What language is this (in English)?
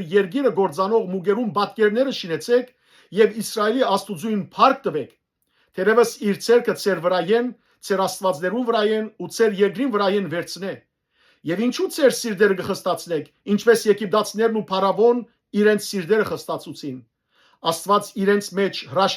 Western Armenian